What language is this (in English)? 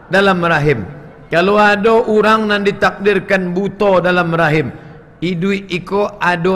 Minangkabau